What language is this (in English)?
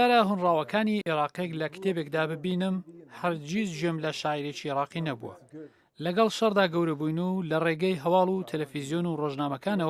Central Kurdish